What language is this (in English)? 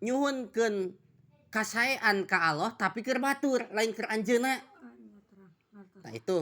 Sundanese